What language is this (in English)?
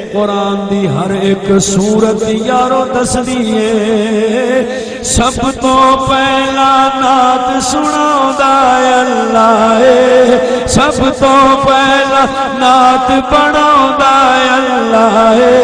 Saraiki